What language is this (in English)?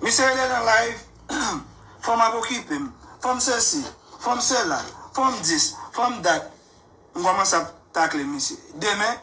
Haitian Creole